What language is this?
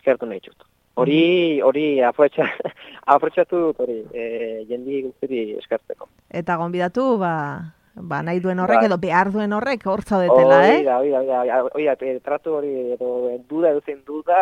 Basque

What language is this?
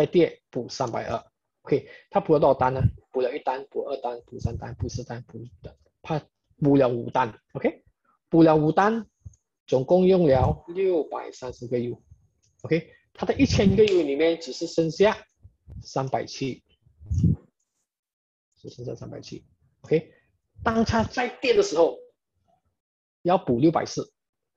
Chinese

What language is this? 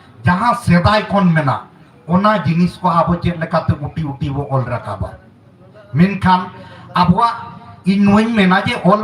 Santali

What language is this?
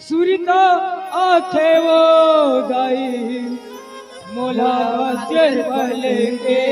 Chhattisgarhi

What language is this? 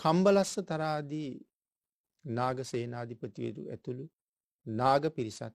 Sinhala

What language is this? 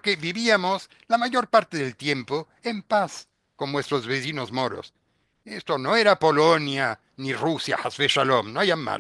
Ladino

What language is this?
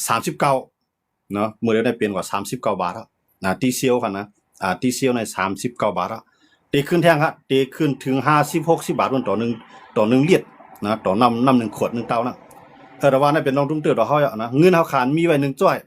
Shan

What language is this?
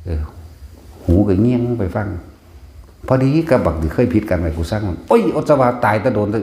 Northeastern Thai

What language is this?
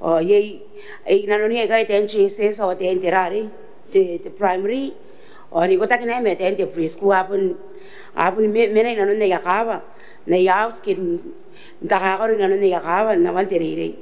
Gilbertese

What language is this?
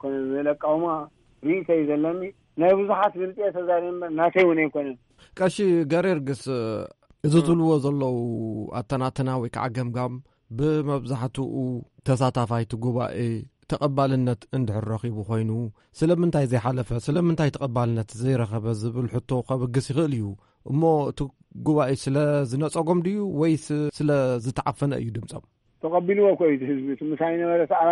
Tigrinya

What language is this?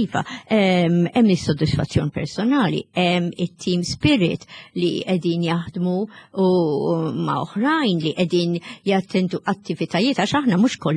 Maltese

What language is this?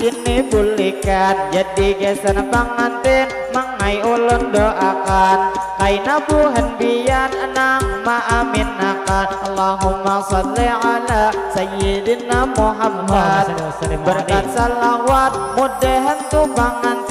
Banjar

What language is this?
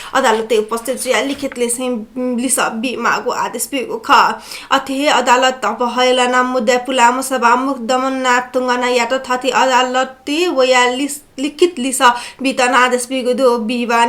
Newari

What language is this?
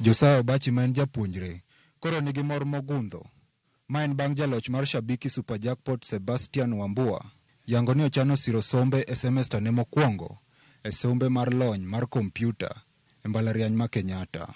Luo (Kenya and Tanzania)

